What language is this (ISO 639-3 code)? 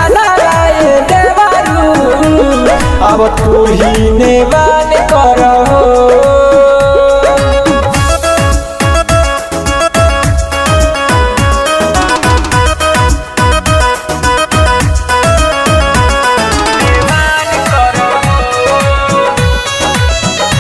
bho